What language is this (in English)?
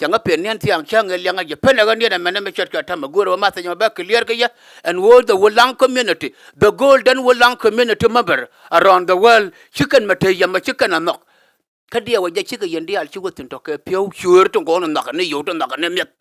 Nuer